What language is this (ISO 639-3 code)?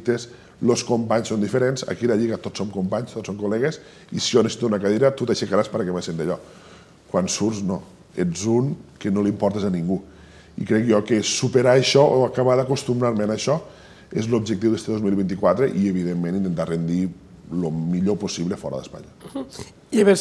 cat